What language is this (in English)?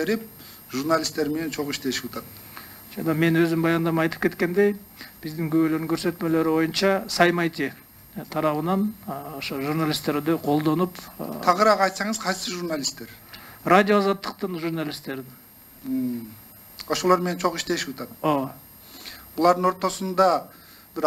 Kyrgyz